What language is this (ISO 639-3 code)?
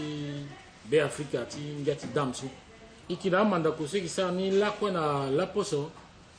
sag